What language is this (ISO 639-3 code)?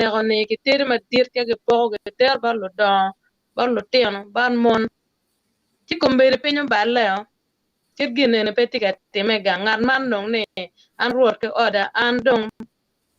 ach